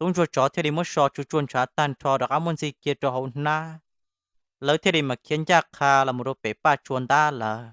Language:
Hmong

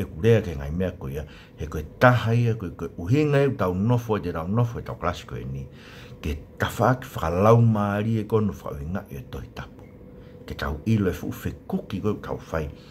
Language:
Tongan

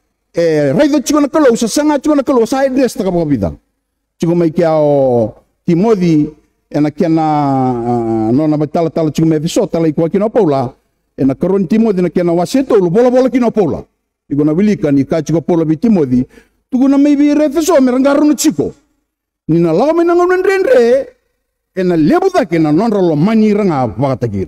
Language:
Fijian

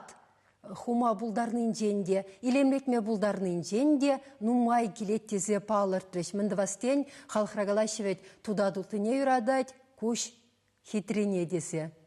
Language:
Chuvash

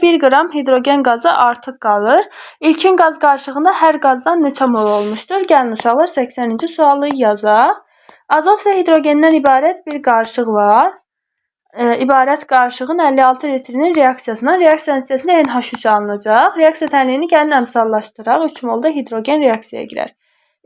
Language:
Azerbaijani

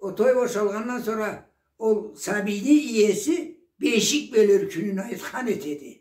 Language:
Karachay-Balkar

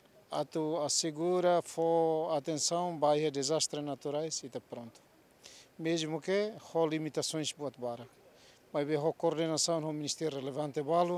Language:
Tetum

